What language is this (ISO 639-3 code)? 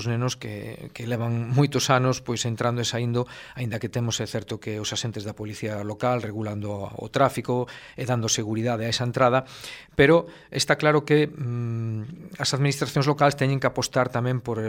glg